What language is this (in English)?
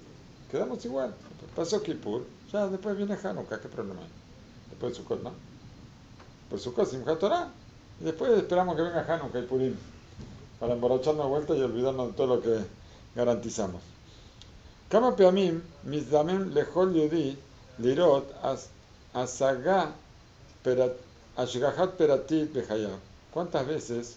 Spanish